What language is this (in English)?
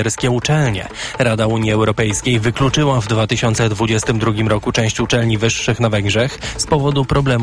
Polish